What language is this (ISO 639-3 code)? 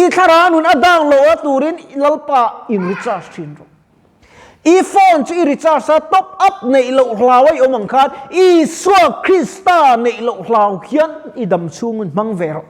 lus